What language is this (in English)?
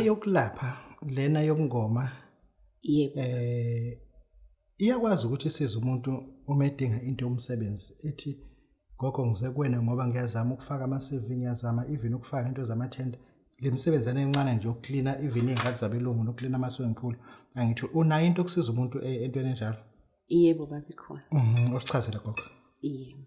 Zulu